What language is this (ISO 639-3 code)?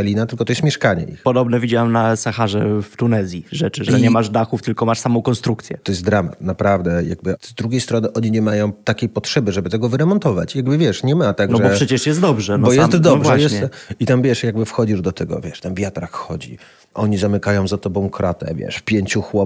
pol